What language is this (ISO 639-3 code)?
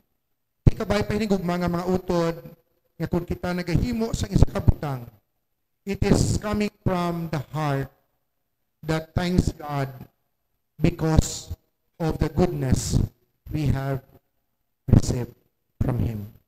hil